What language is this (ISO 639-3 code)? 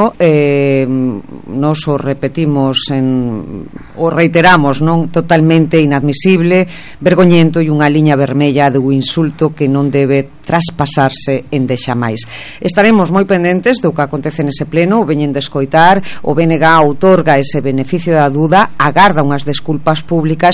glg